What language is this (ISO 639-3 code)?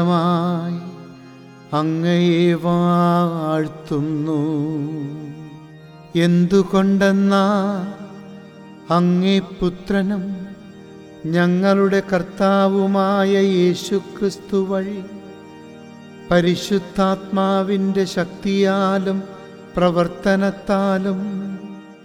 mal